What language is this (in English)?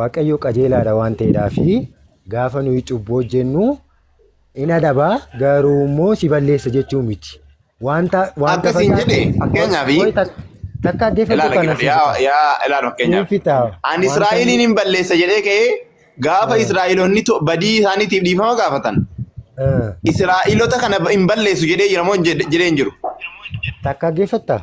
Oromo